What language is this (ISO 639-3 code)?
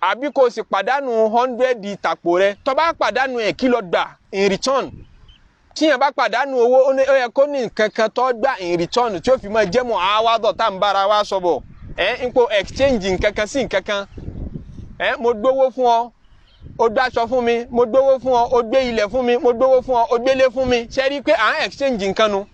yor